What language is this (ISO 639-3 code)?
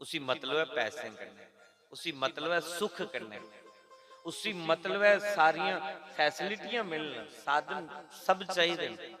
doi